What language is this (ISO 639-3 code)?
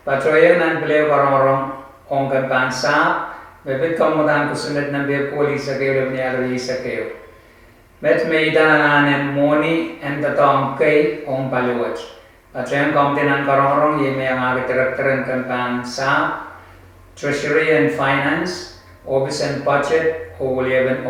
pon